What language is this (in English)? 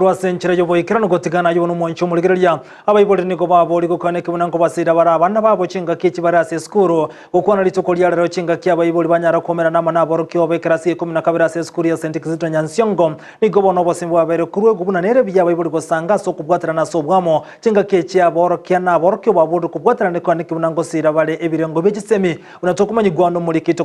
Gusii